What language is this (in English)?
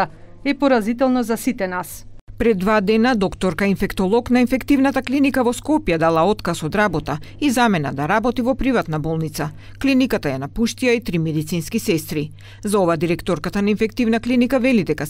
Macedonian